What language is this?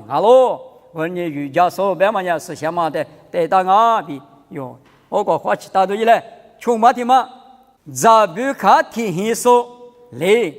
Lisu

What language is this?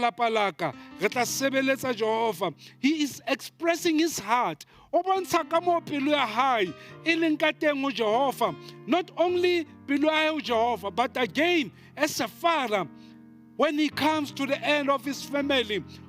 Southern Sotho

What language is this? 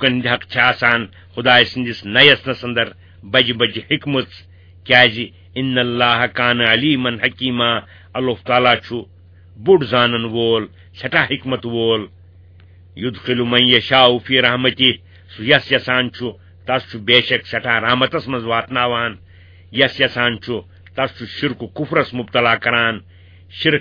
Kashmiri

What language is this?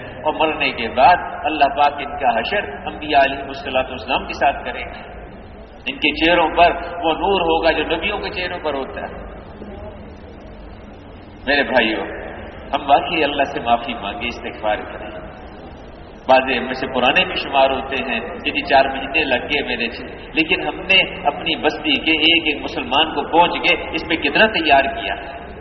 Urdu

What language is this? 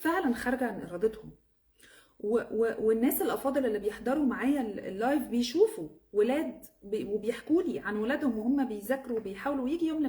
Egyptian Arabic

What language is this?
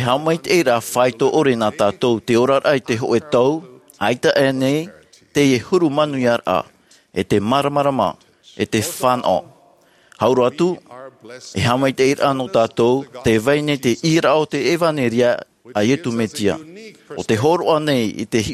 Tahitian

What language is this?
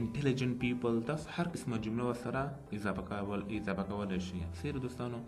Pashto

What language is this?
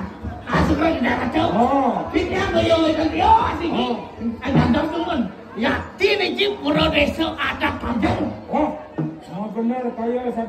Balinese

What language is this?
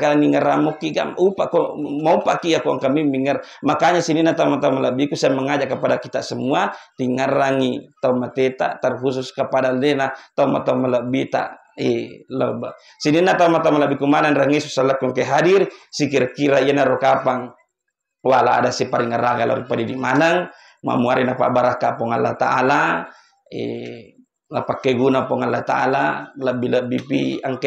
Buginese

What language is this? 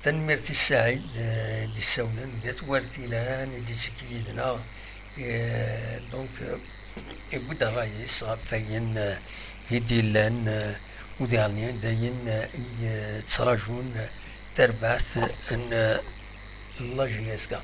Kabyle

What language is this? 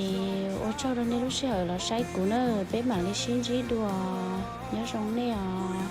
Hmong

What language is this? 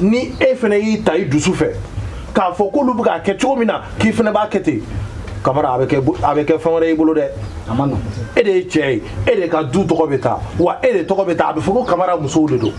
Bambara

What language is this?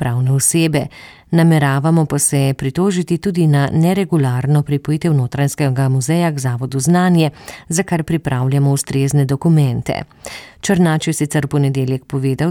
Slovenian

